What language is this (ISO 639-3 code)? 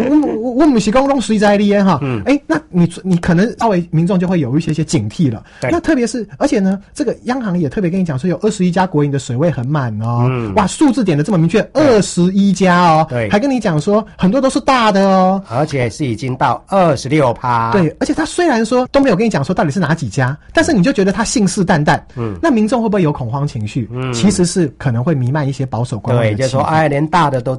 zho